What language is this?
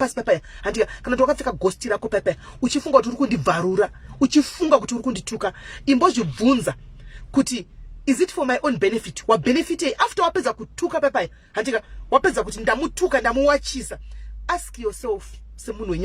Shona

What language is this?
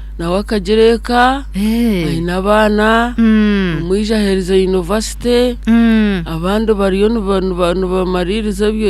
Nyankole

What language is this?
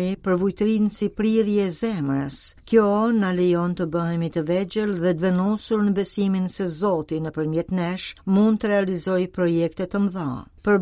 Albanian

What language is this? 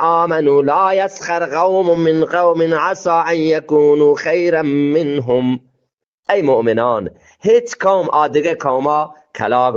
Eastern Balochi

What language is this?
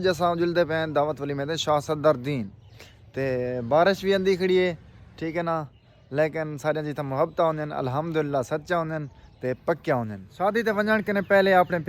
Saraiki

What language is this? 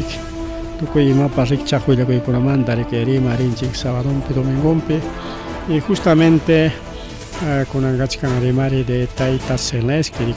Ayacucho Quechua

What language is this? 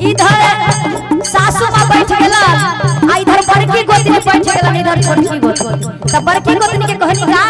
Magahi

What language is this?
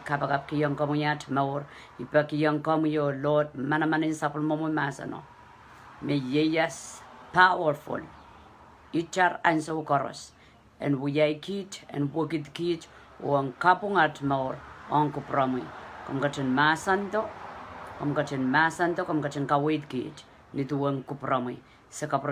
Pohnpeian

